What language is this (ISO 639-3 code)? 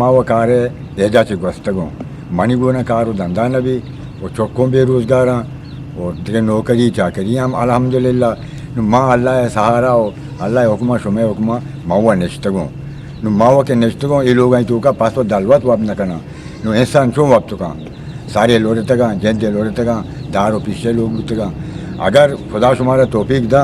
bgp